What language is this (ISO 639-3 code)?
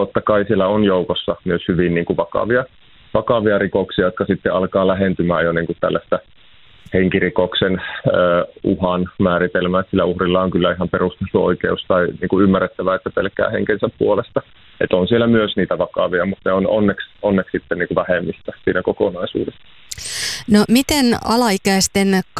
fin